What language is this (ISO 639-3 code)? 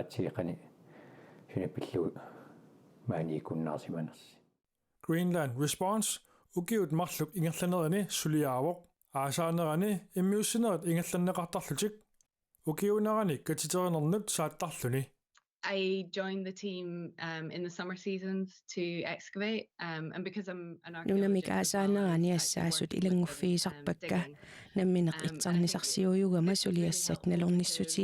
kal